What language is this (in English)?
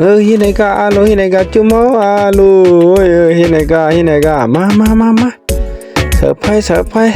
Shan